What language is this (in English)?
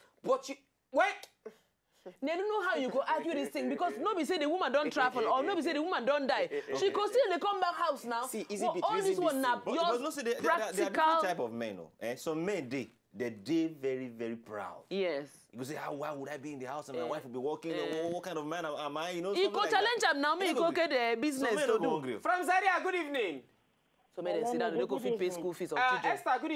Nigerian Pidgin